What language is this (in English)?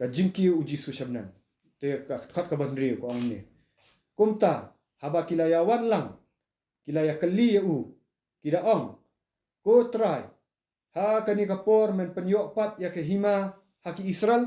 Khasi